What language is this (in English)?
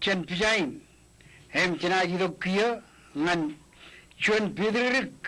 Marshallese